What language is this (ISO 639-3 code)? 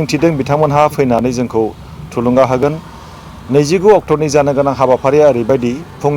brx